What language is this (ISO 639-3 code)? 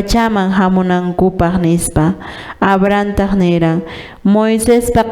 que